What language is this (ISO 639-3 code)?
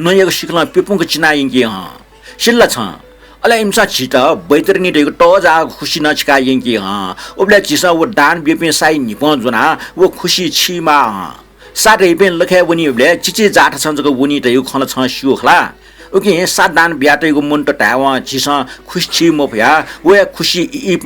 new